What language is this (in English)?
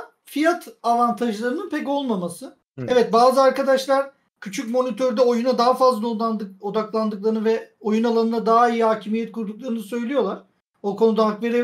Turkish